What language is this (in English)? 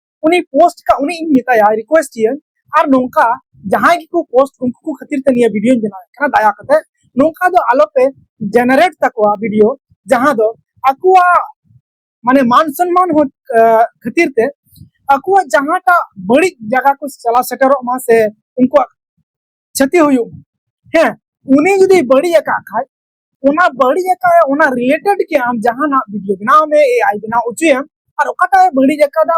Santali